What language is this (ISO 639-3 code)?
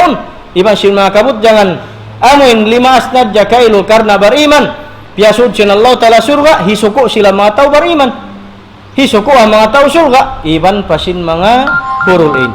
tsg